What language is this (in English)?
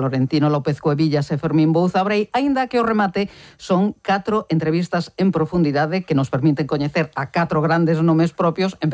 Galician